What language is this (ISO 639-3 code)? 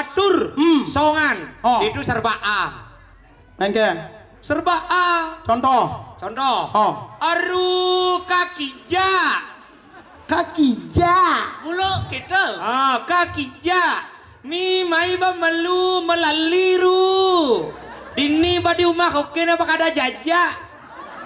ban